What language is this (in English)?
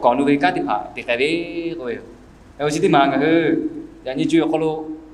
Lahu